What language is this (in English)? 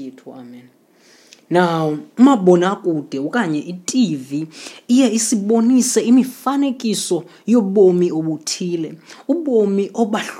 Xhosa